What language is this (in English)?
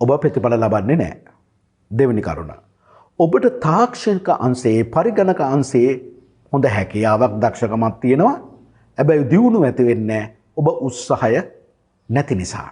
Sinhala